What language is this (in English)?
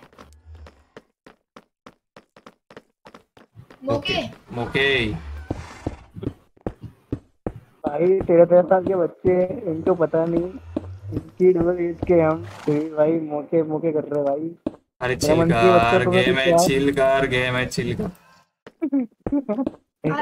Hindi